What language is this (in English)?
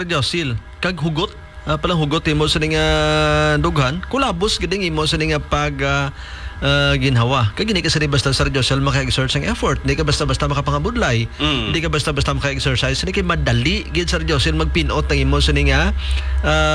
Hiligaynon